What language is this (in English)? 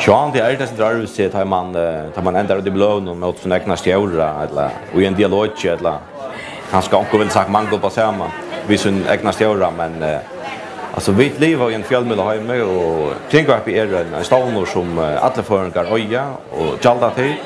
Faroese